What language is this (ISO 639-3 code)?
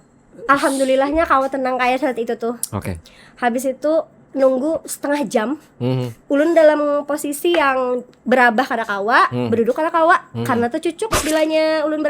bjn